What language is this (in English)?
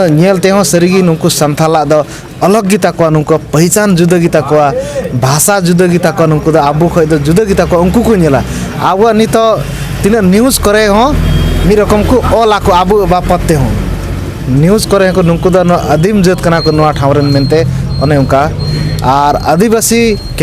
Santali